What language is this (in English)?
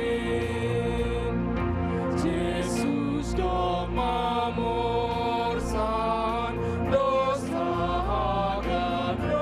Batak Simalungun